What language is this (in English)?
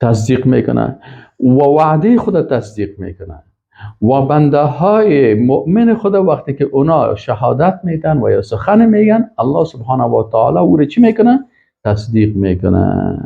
Persian